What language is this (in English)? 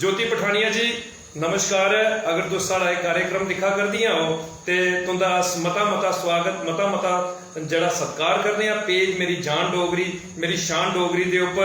Dogri